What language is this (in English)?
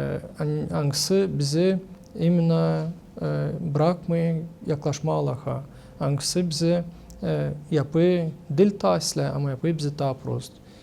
Gagauz